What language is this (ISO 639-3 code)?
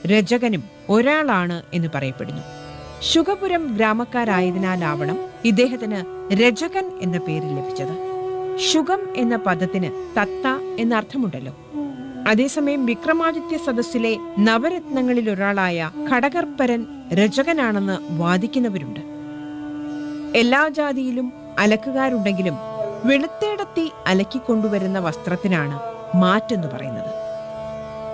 mal